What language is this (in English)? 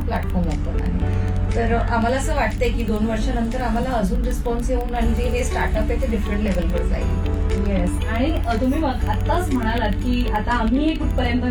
Marathi